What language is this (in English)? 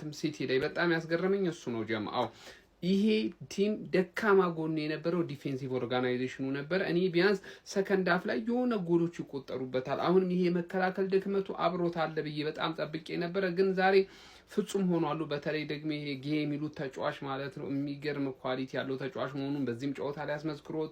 Amharic